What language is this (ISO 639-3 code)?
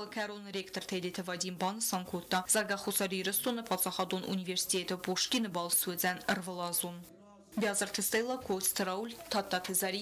oss